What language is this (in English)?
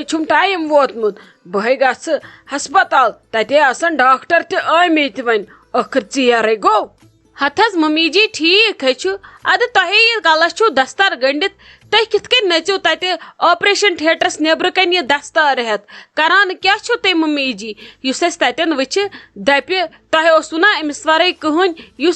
Kashmiri